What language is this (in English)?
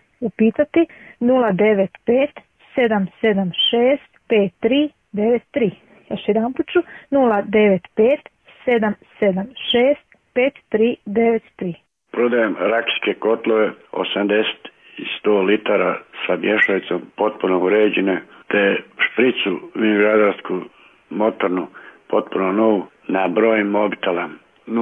Croatian